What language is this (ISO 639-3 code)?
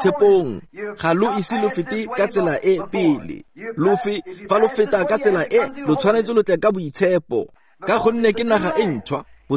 tsn